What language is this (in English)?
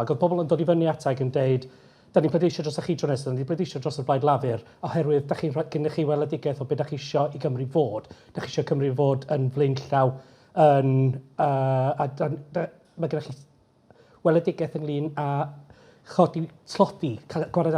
Welsh